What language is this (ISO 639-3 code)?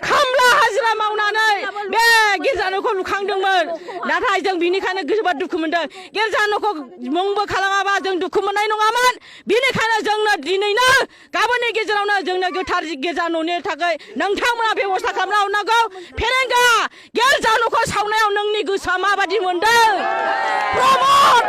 brx